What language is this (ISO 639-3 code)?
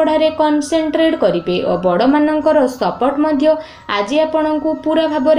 ori